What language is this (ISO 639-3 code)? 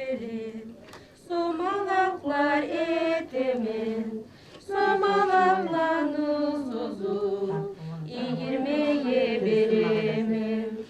kum